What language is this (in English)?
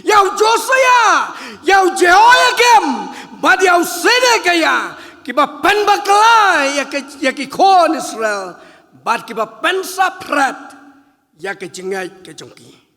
Khasi